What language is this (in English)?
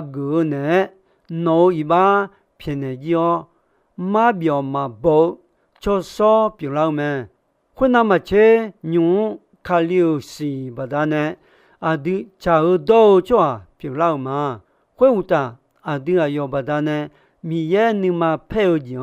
Akha